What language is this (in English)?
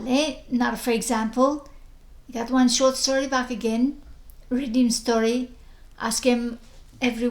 Bislama